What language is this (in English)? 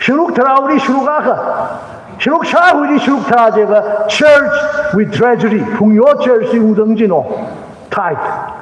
Tangkhul Naga (India)